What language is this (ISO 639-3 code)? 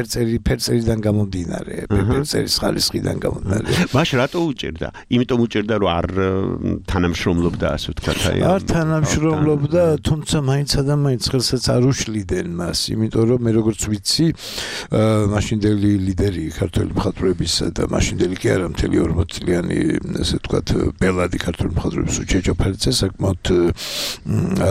kat